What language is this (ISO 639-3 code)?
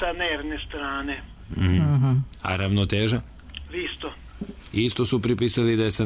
srp